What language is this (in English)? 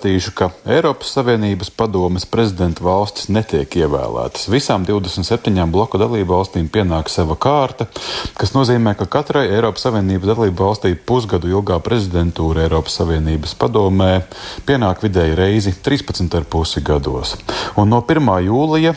Latvian